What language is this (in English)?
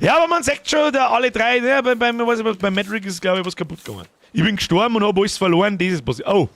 Bavarian